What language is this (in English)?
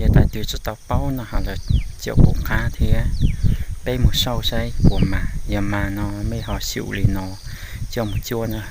Hmong